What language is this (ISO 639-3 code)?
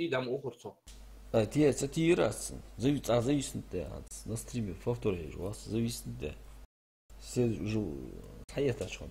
inh